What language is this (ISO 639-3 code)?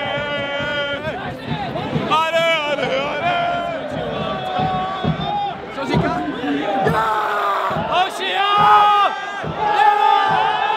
ces